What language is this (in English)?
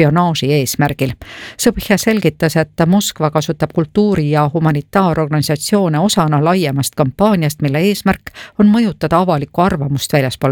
Estonian